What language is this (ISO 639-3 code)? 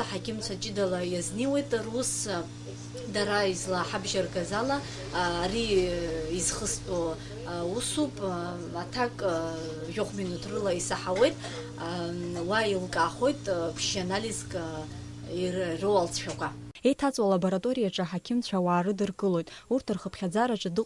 abk